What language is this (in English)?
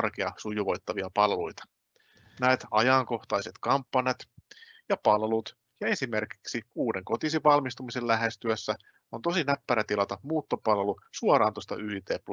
Finnish